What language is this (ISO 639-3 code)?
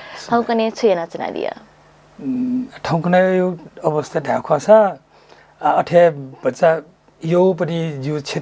new